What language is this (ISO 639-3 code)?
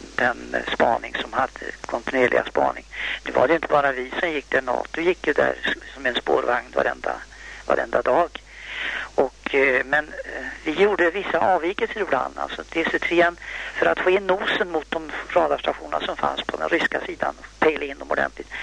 swe